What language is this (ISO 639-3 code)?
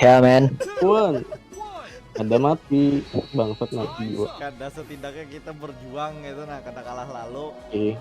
bjn